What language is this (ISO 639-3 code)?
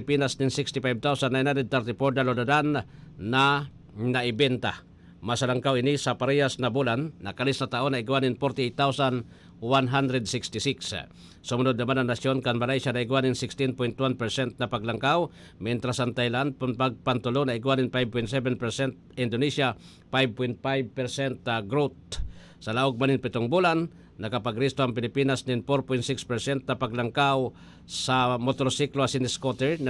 bik